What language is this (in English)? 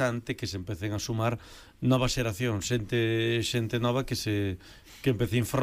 Galician